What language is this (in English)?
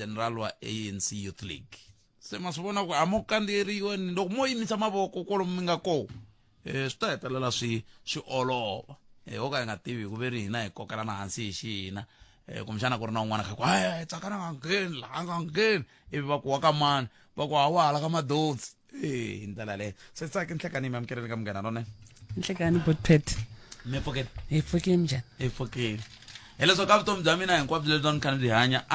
Tsonga